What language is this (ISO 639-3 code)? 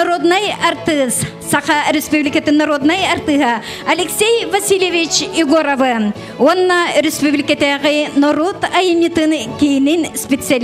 sah